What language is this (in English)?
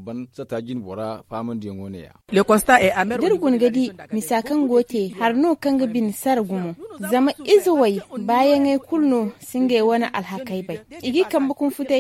Zarma